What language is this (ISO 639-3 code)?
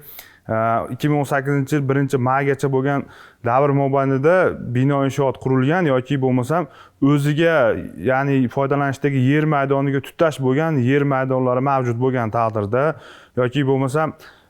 uzb